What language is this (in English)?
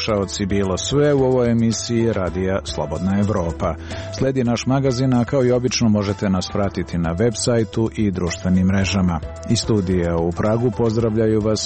Serbian